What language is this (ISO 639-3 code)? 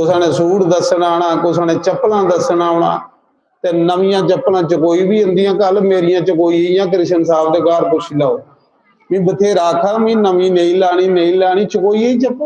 doi